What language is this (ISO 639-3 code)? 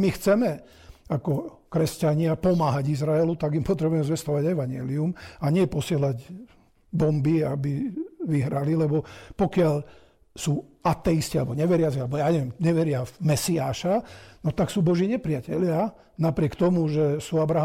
slk